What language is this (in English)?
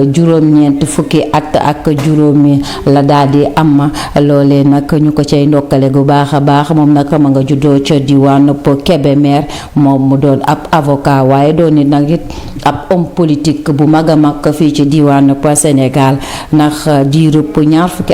Wolof